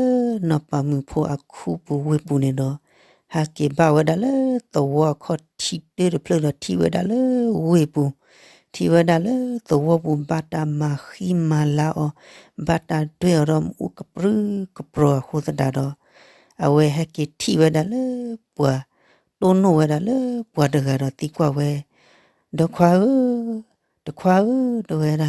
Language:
S'gaw Karen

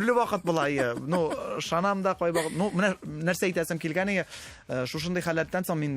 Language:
Tatar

